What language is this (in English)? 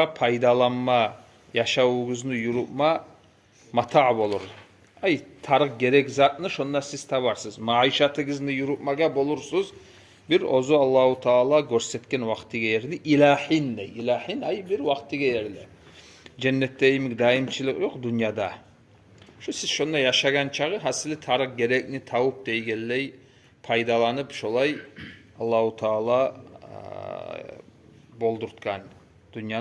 Kumyk